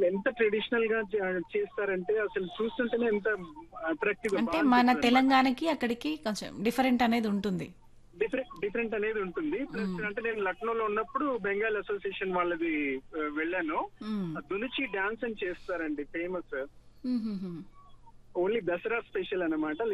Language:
Telugu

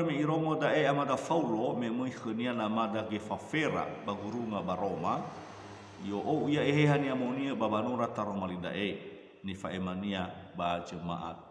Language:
Nias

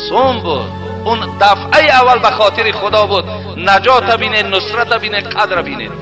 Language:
Tajik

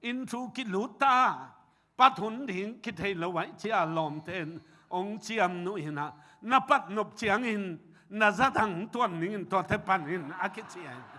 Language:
Tedim Chin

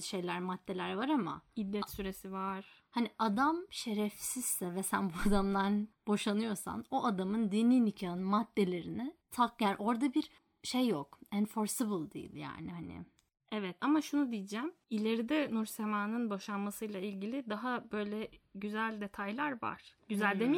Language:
Turkish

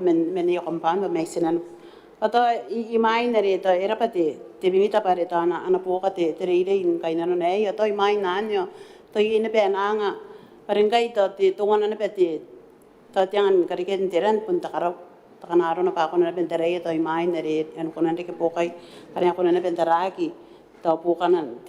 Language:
Gilbertese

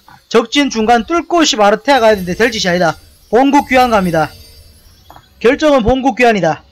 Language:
Korean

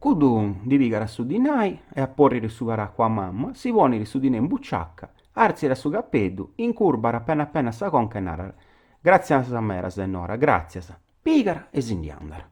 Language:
Sardinian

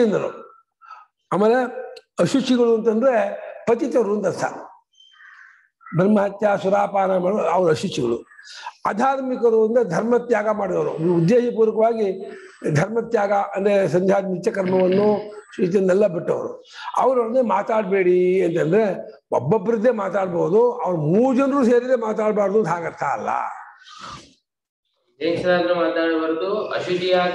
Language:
Kannada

